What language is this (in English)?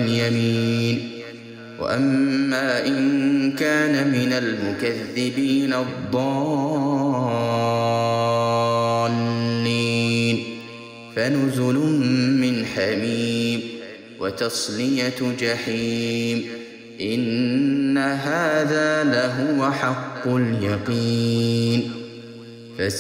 Arabic